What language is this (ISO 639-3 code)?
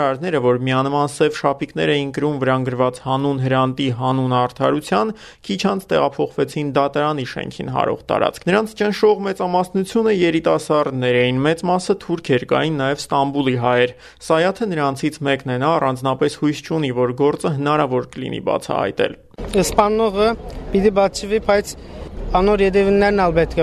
hye